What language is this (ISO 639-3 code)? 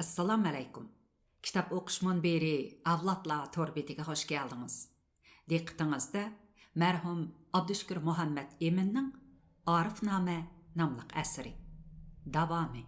uig